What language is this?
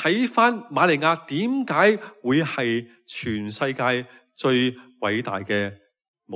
Cantonese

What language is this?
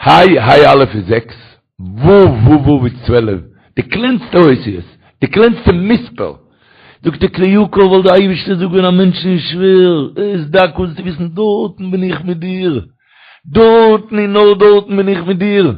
Yiddish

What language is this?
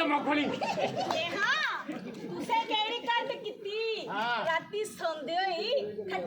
Dogri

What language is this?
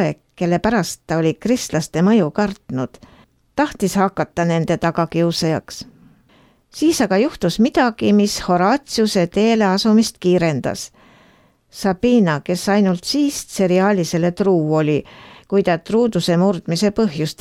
Estonian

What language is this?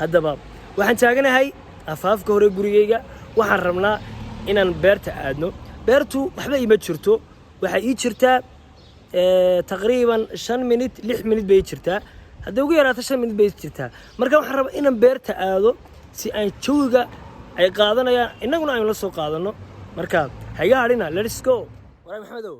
Somali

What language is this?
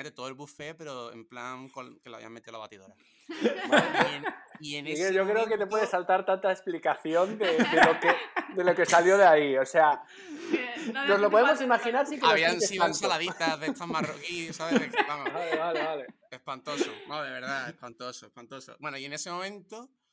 Spanish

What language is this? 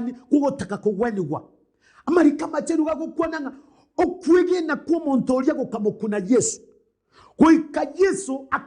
Gusii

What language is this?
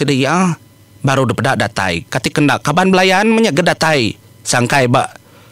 Iban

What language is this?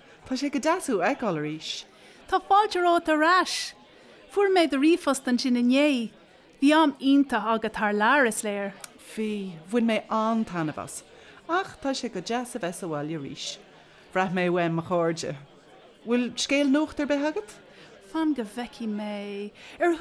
Irish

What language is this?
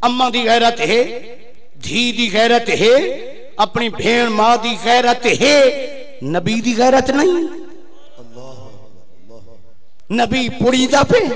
Saraiki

